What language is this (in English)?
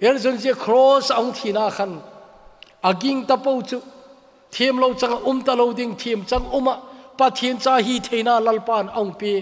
Thado Chin